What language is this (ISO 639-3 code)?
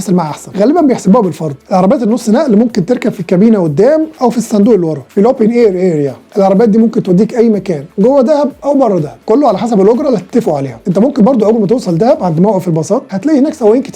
arz